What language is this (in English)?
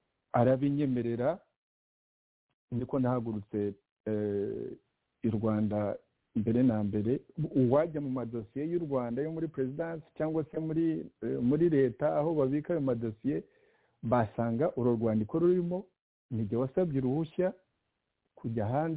Kinyarwanda